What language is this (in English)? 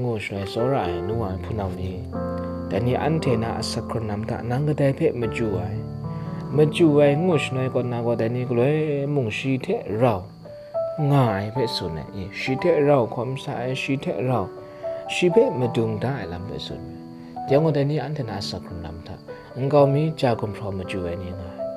Kachin